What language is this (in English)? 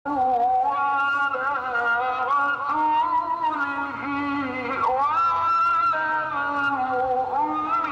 Adyghe